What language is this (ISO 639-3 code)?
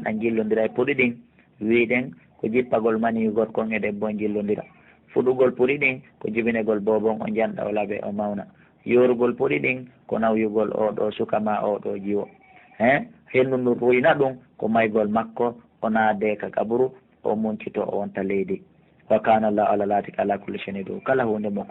ful